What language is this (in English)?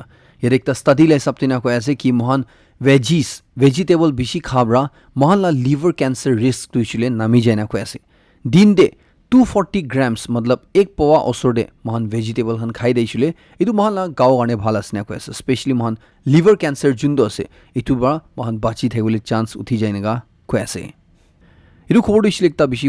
Naga Pidgin